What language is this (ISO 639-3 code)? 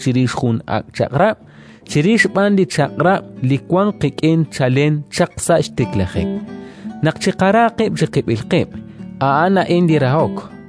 kek